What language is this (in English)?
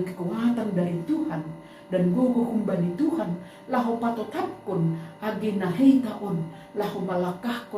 Batak Simalungun